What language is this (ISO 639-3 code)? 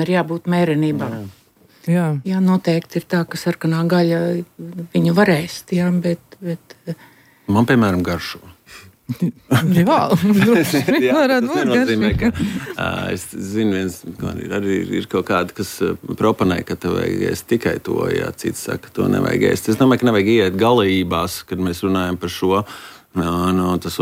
lav